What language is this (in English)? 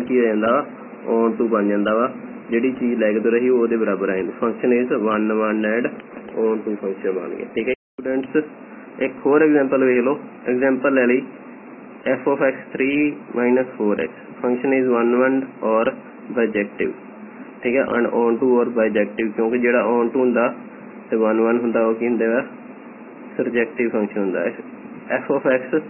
Punjabi